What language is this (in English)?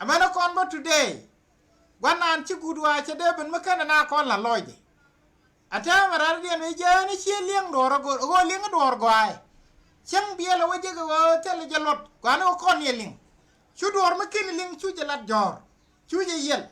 Nuer